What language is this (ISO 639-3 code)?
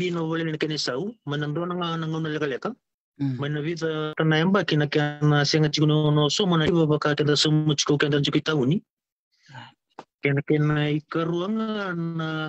fij